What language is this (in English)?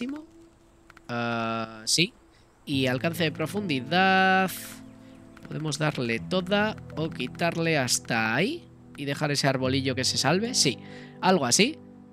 Spanish